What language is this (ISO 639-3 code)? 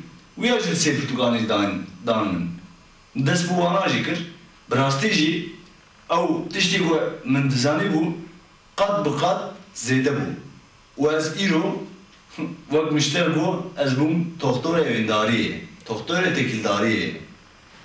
kur